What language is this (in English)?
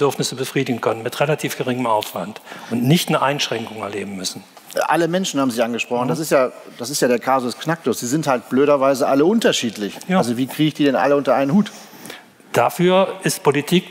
German